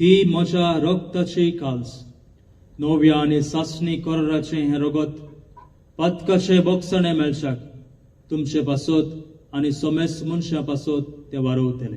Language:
Konkani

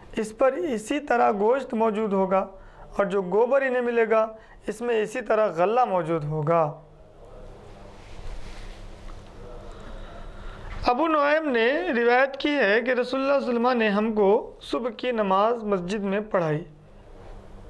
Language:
Urdu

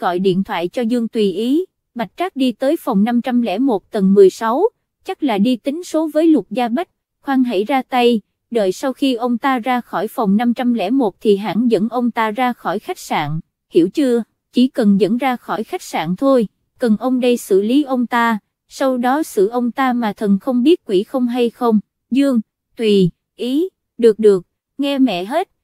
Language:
Vietnamese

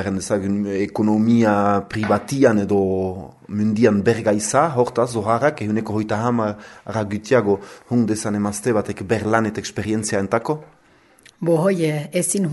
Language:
Basque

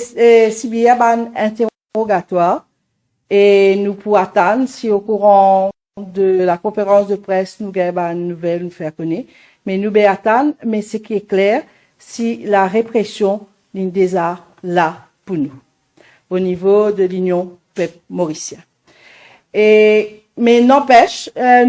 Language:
Morisyen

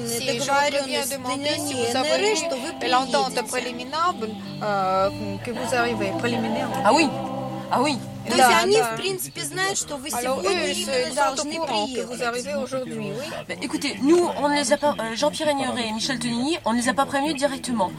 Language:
French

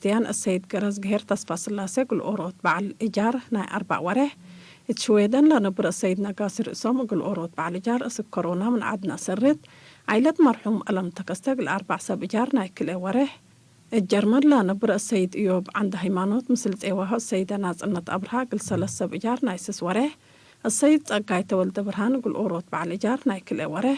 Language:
Tigre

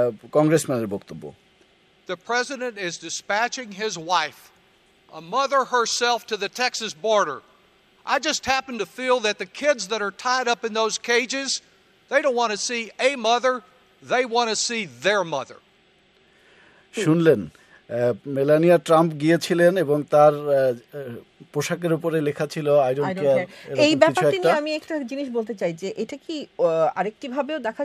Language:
Bangla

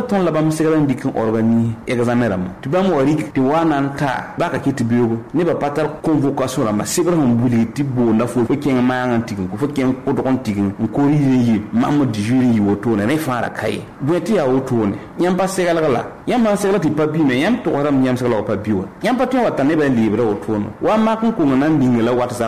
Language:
Mossi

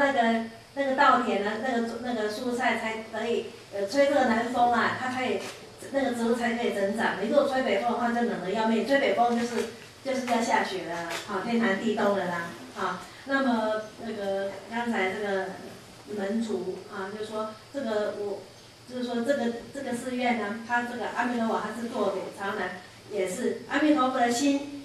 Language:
Chinese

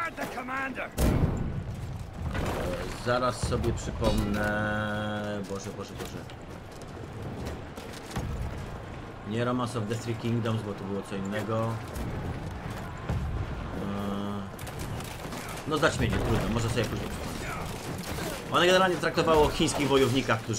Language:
Polish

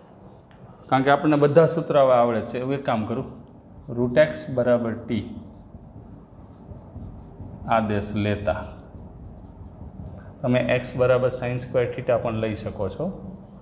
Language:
Gujarati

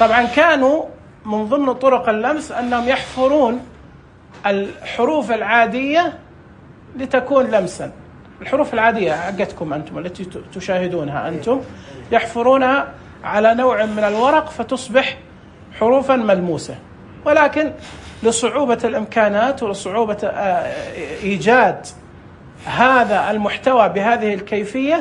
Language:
Najdi Arabic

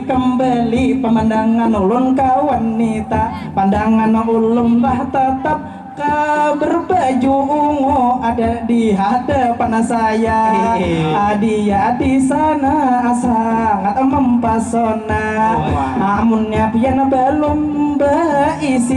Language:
Banjar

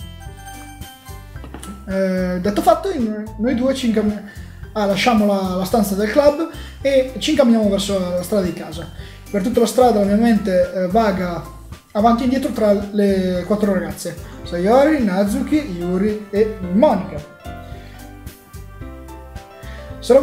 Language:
Italian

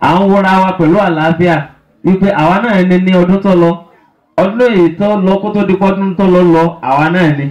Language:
Yoruba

